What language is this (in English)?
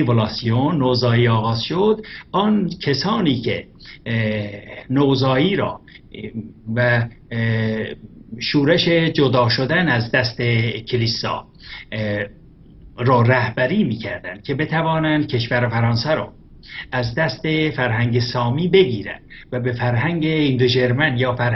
Persian